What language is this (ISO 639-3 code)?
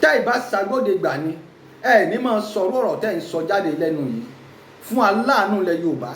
yor